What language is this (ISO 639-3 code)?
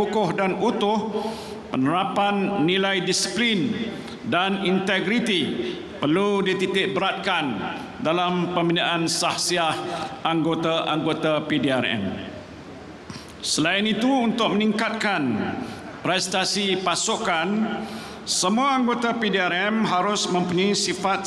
msa